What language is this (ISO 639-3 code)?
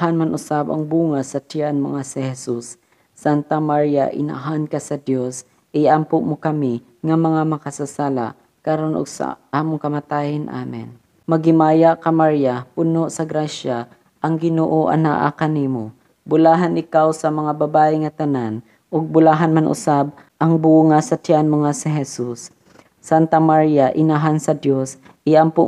ceb